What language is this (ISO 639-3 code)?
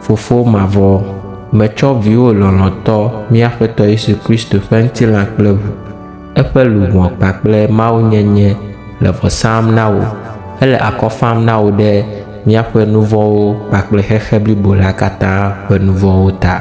ewe